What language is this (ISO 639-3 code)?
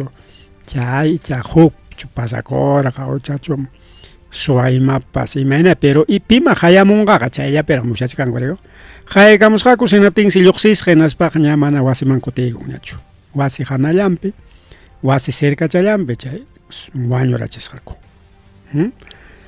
quy